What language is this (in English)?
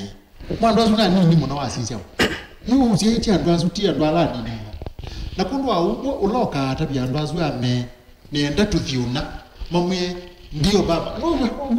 Kamba